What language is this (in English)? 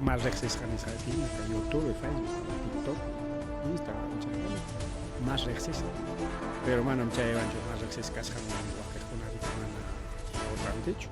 Ayacucho Quechua